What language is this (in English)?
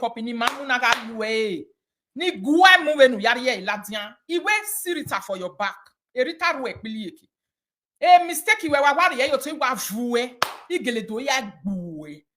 Nigerian Pidgin